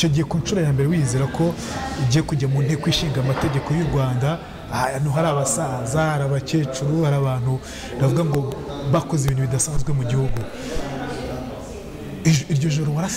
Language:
Kinyarwanda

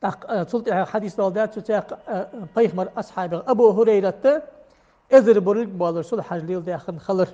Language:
Ingush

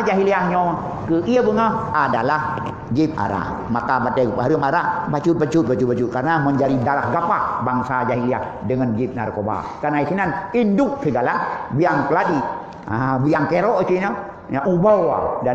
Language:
Achinese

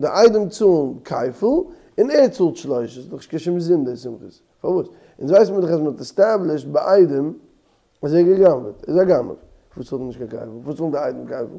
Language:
Yiddish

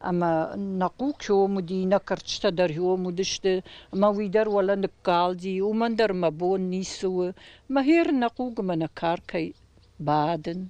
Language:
Ossetic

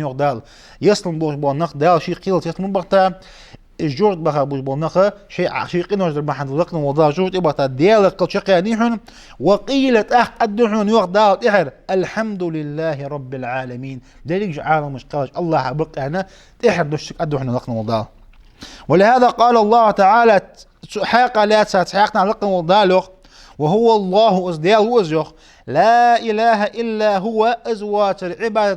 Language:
Ingush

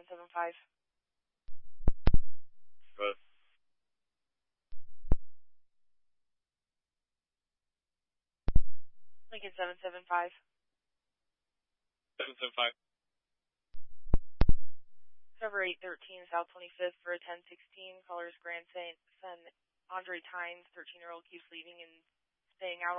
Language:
English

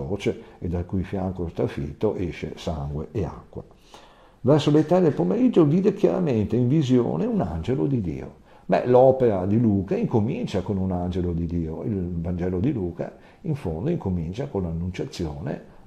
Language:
Italian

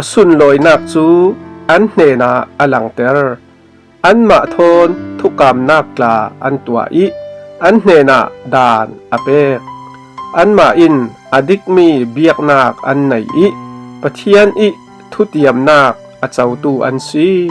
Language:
Falam Chin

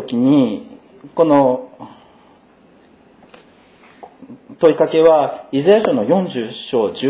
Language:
Japanese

